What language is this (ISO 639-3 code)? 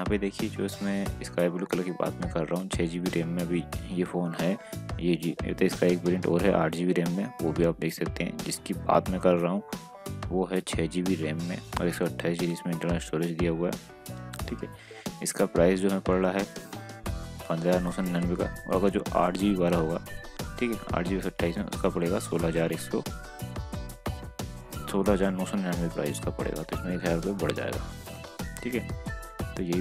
hin